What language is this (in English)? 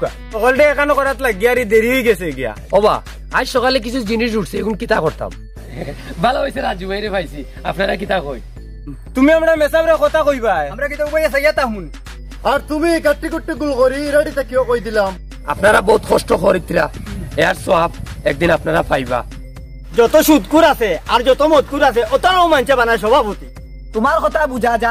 Sylheti